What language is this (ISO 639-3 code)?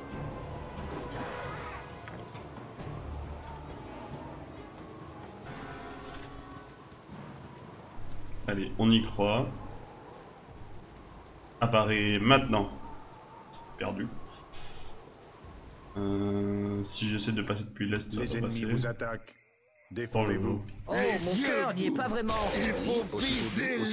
fra